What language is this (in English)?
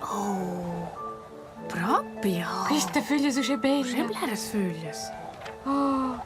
Romansh